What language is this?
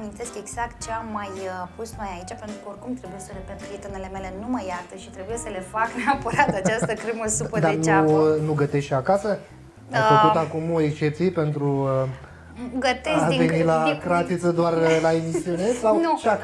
Romanian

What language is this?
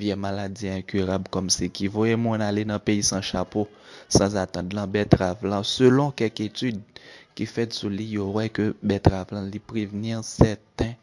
Haitian Creole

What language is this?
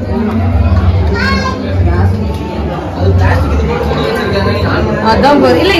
Tamil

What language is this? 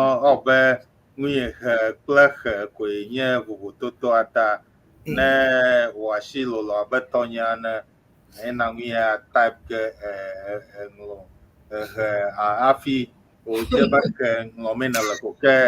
Ewe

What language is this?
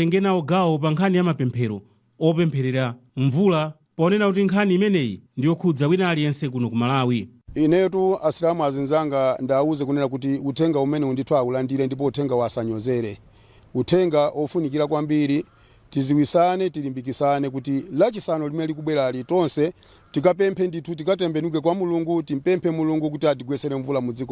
Nyanja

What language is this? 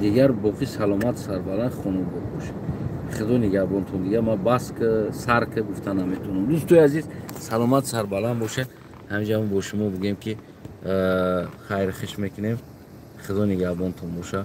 Tajik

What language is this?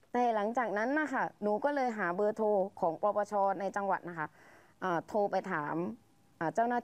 Thai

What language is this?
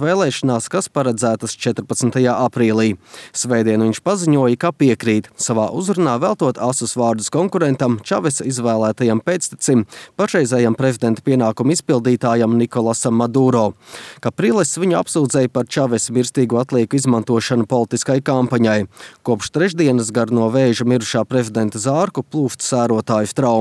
Latvian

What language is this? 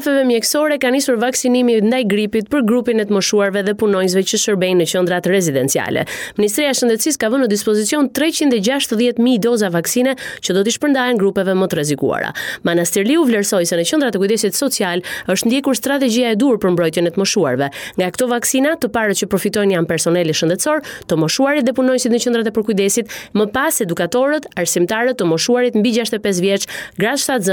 Albanian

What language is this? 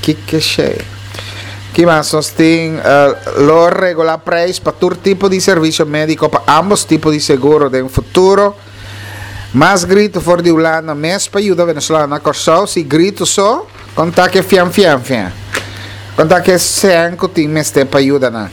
Papiamento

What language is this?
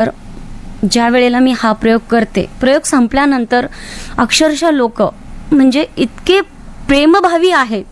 Marathi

